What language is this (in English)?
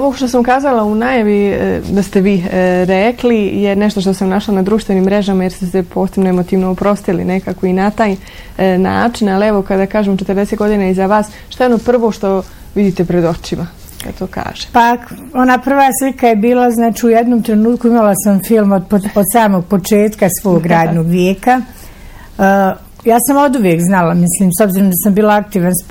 Bosnian